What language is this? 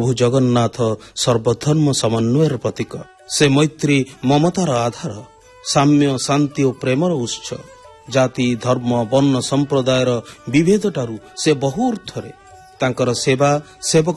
Odia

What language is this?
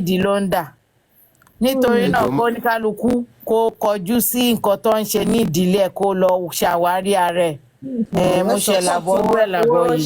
Yoruba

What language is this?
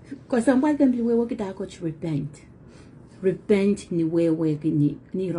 Pohnpeian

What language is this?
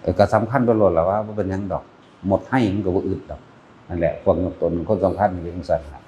Northeastern Thai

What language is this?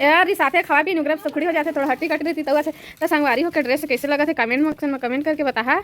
Chhattisgarhi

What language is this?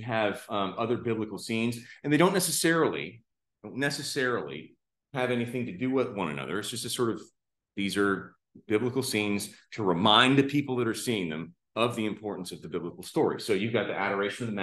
English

